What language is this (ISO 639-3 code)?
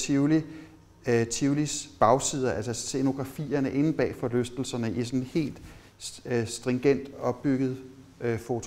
dan